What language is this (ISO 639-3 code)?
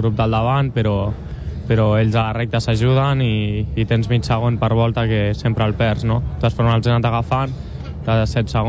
cat